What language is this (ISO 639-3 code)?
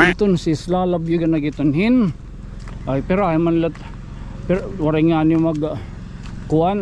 war